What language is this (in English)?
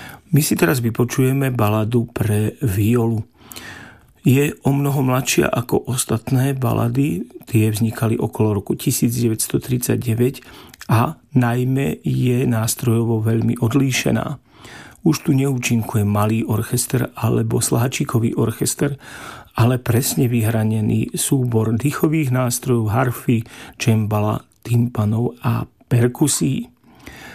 Slovak